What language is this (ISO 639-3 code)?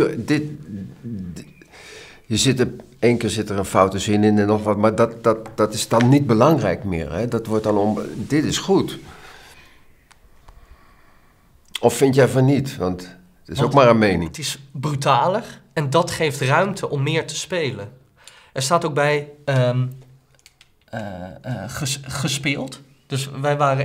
nld